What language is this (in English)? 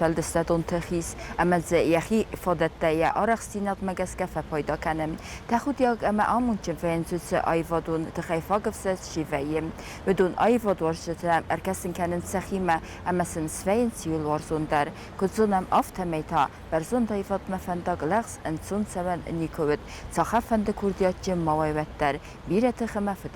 Ossetic